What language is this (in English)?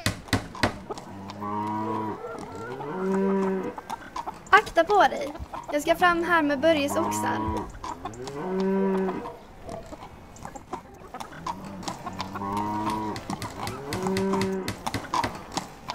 Swedish